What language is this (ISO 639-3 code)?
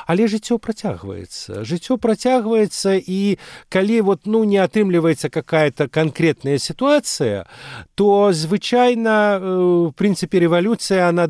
bel